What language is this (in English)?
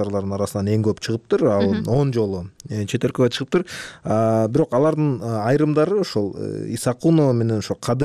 Kyrgyz